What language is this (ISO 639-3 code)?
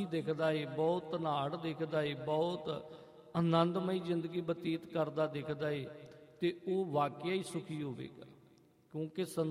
pan